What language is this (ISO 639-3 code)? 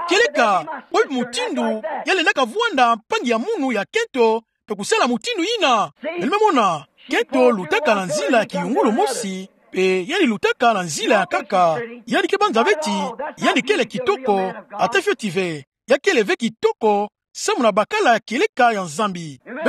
ktu